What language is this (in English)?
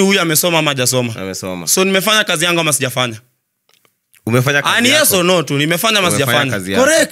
Swahili